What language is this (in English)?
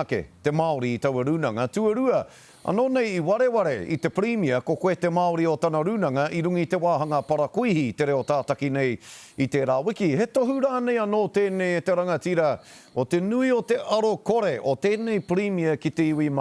Māori